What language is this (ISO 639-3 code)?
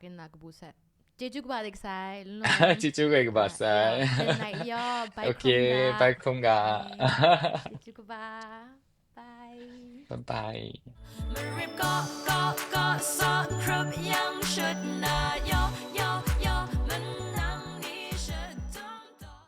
kac